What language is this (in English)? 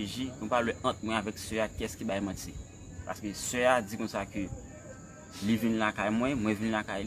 Haitian Creole